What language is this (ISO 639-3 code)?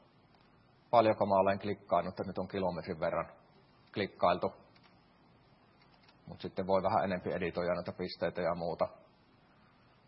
fin